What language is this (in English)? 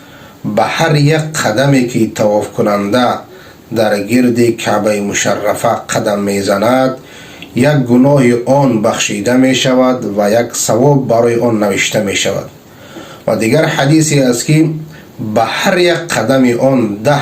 Persian